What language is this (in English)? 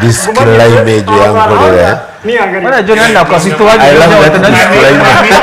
Nyankole